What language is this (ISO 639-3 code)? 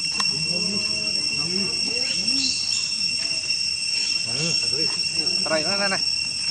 vie